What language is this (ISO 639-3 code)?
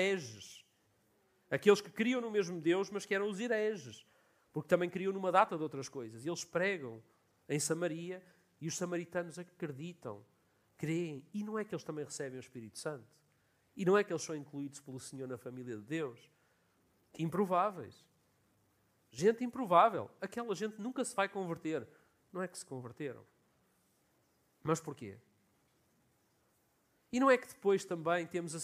por